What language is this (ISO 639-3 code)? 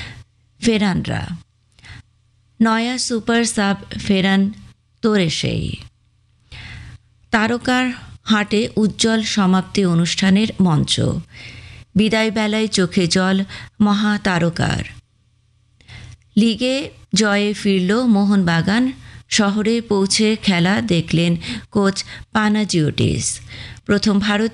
ben